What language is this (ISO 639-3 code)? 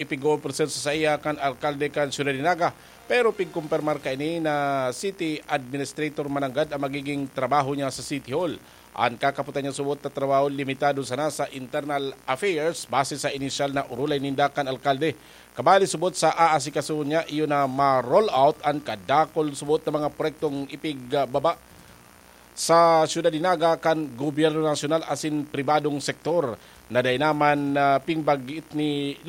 bik